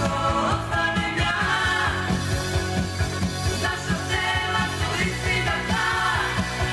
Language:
Serbian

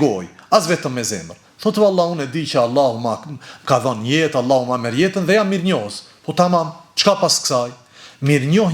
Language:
Albanian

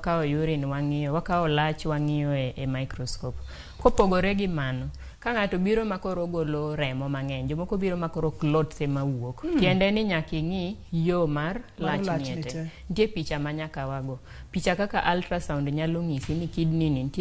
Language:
Luo (Kenya and Tanzania)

